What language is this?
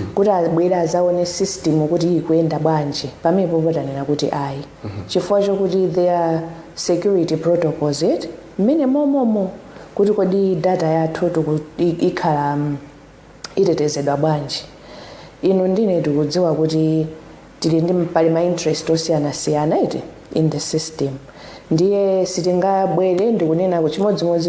Nyanja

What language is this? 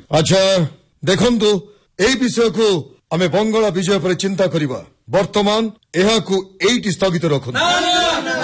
Odia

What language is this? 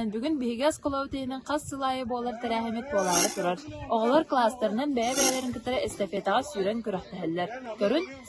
Yakut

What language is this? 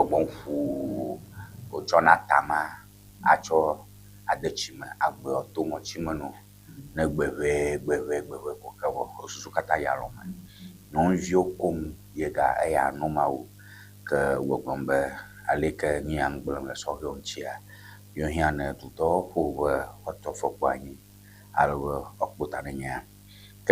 Ewe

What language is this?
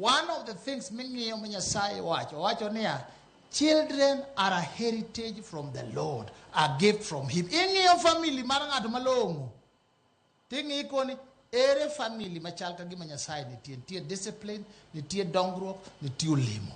Luo (Kenya and Tanzania)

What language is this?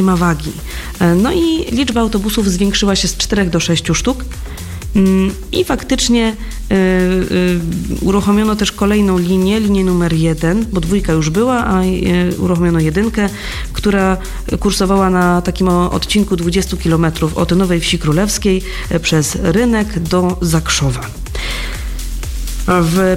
Polish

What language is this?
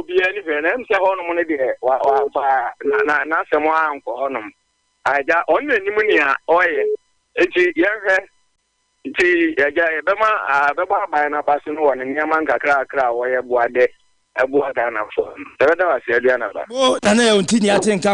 Akan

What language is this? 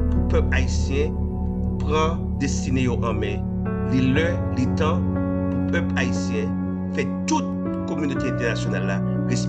Haitian Creole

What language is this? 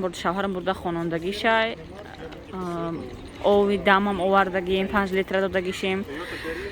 Tajik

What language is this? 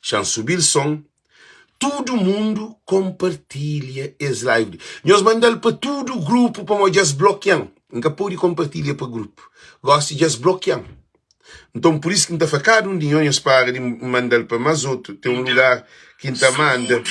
Kabuverdianu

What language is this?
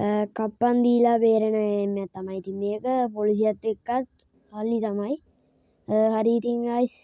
Sinhala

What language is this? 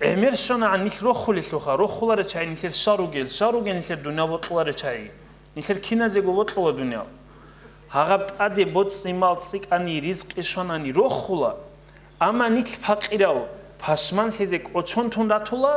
Avaric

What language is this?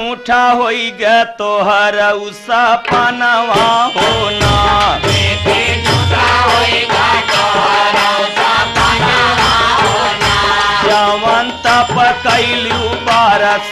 Bhojpuri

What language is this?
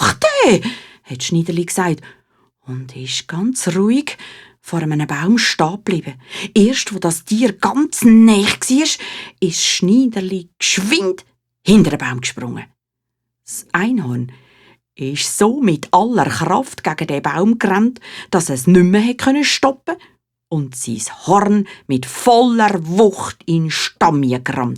Swiss German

